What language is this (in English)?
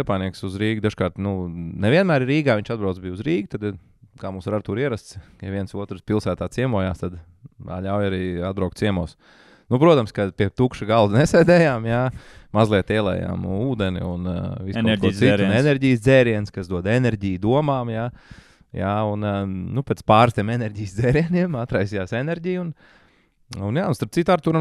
Latvian